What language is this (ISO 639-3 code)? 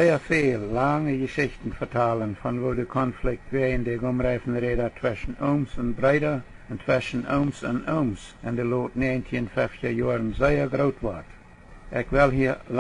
pdt